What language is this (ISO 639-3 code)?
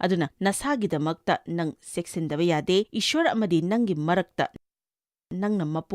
mni